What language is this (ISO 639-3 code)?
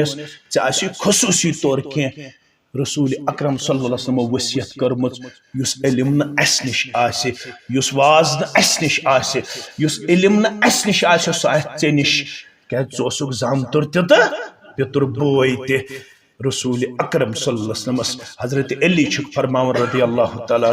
kas